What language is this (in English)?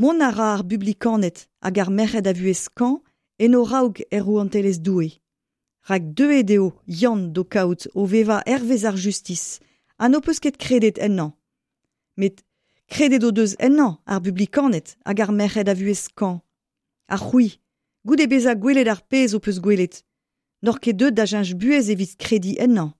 Breton